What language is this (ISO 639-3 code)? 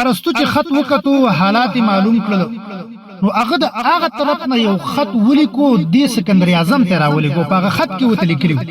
pus